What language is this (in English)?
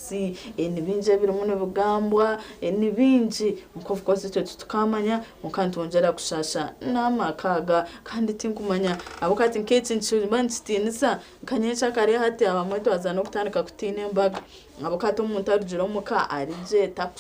Nyankole